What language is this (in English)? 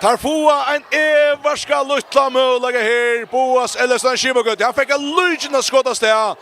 Faroese